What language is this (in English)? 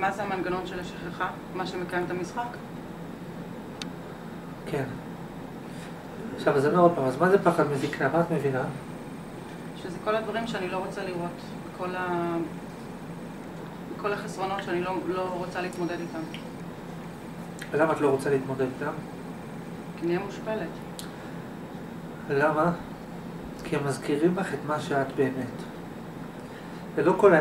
Hebrew